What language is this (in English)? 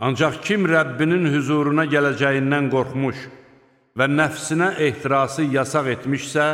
Azerbaijani